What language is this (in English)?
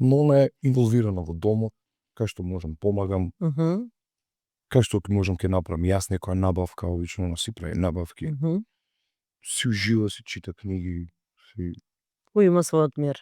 Macedonian